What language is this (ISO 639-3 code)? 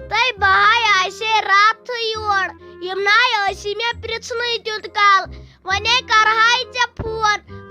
kas